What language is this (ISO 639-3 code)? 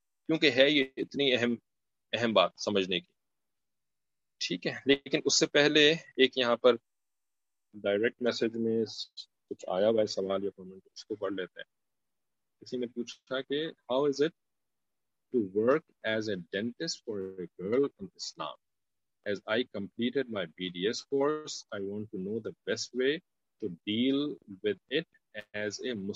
urd